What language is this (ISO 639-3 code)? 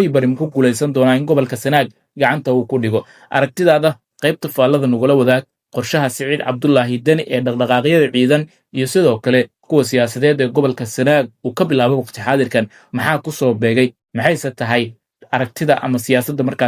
som